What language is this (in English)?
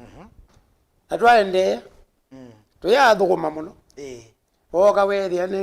Kamba